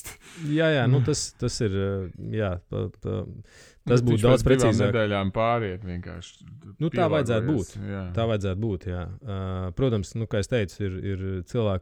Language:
Latvian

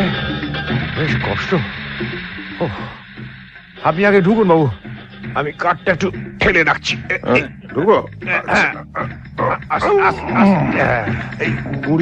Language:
Bangla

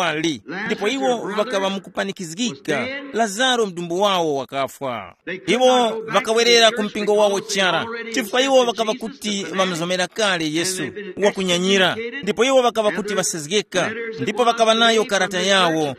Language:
Tumbuka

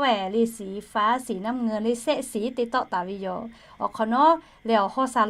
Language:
Lahu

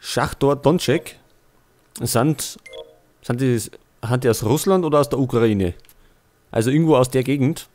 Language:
Bavarian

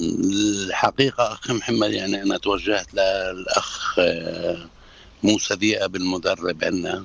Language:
North Levantine Arabic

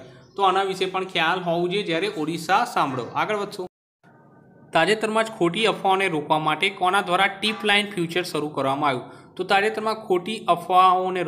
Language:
Gujarati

